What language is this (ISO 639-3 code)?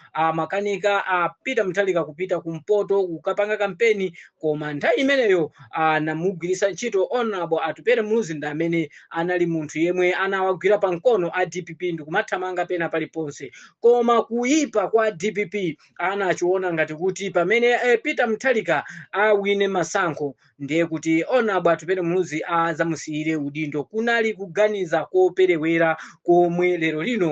nya